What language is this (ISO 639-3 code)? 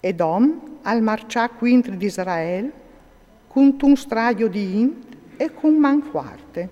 fur